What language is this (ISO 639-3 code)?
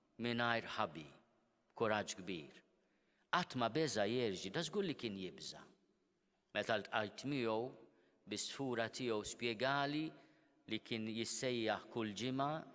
mlt